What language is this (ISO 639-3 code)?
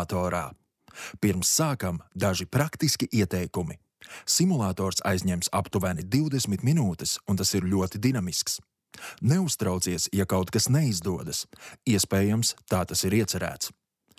lav